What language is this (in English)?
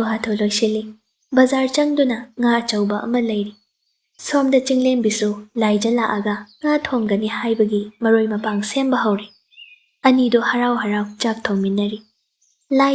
Manipuri